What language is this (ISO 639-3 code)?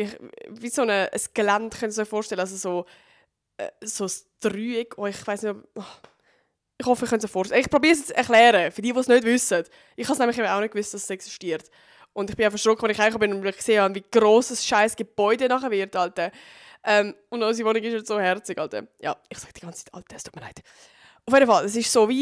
gsw